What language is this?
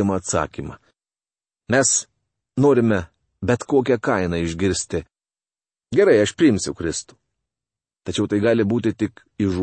Lithuanian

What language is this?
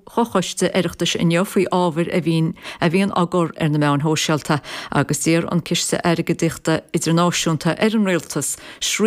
Irish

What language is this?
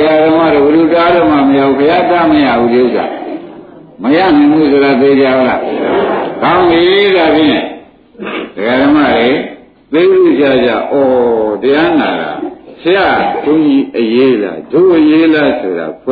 Burmese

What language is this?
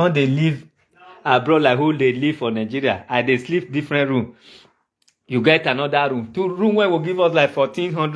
Nigerian Pidgin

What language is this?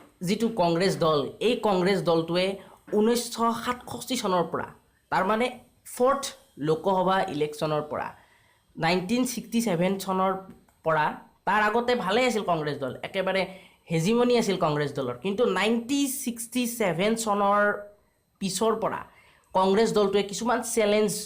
Assamese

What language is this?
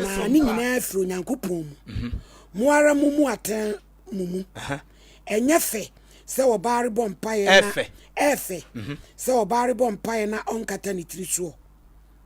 Akan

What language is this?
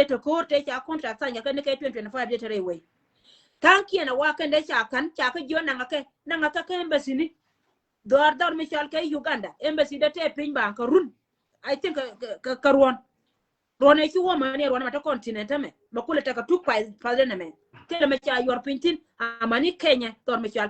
Nuer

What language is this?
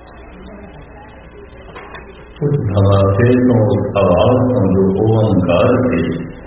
Punjabi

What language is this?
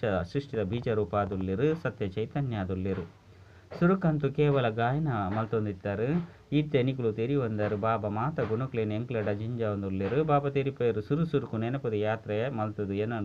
Tulu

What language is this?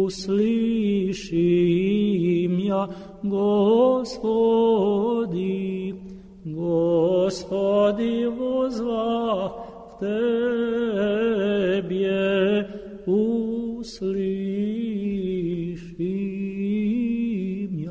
Serbian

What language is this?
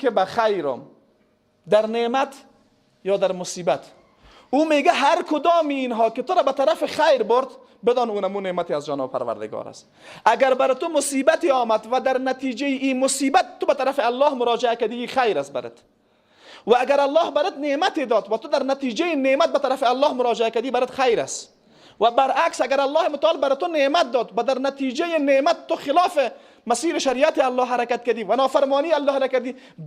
Persian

